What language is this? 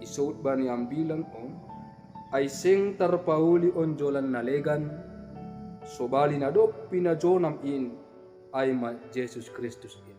Batak Simalungun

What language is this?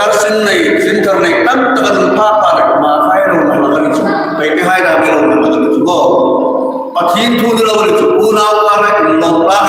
Hmar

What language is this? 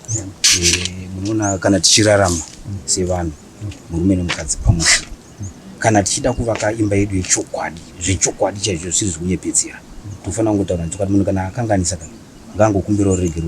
Shona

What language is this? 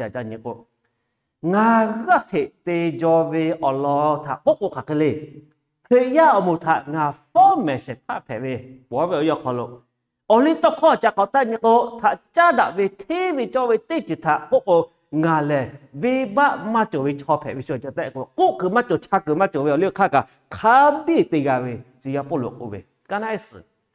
Lahu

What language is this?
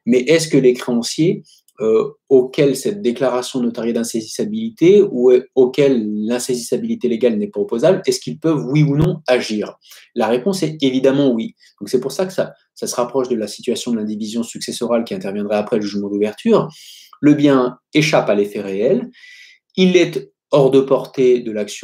French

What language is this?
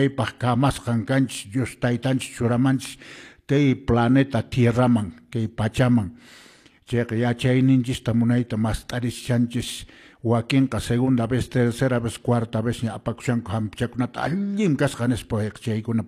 Quechua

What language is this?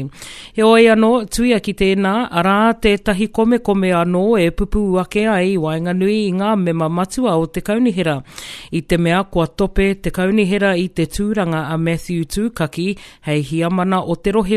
Māori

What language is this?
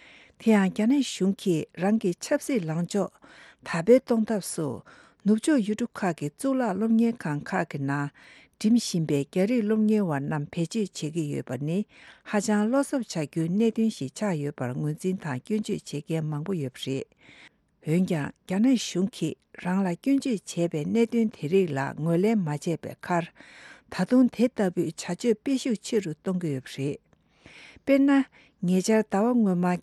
Tibetan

